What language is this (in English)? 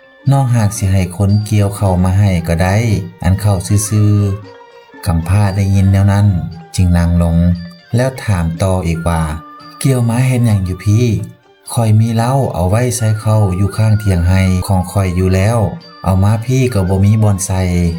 Lao